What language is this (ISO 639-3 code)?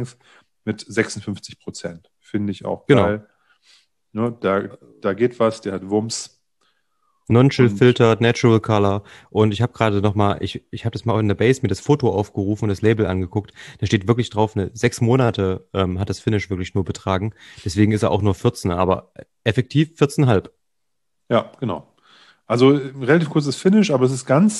deu